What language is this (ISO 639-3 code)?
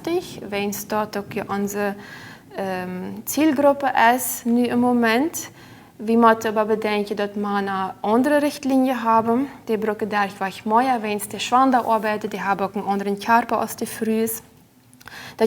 pdt